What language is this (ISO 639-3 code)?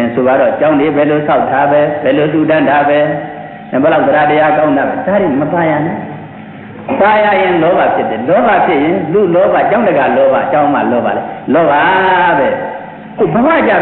mya